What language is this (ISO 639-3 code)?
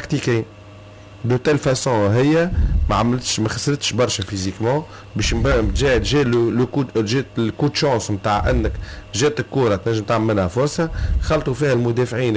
aeb